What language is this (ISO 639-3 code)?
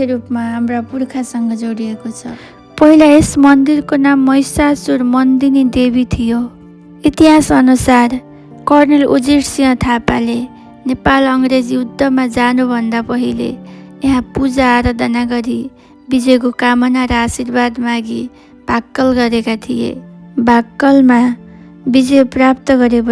nep